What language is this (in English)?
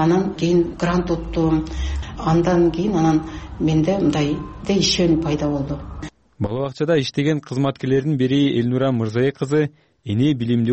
Kyrgyz